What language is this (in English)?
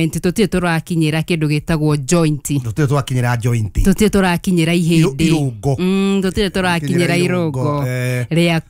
Kikuyu